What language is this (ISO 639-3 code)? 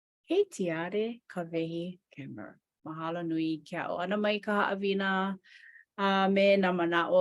haw